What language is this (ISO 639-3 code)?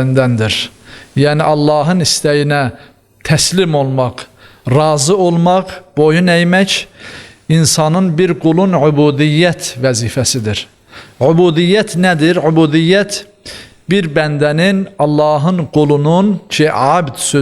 aze